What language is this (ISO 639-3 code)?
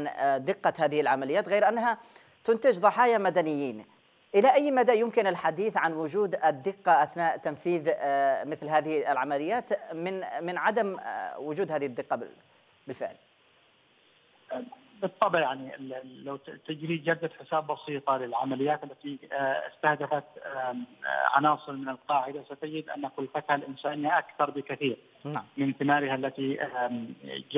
ara